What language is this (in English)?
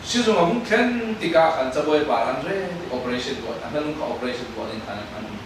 Falam Chin